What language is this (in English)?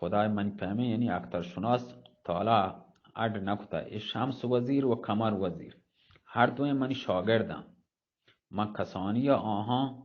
Eastern Balochi